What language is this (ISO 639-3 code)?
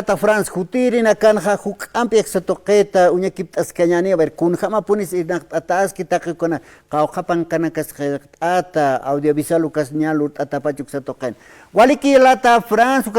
aym